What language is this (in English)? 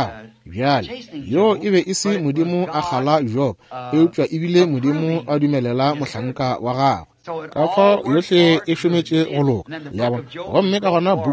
Northern Sotho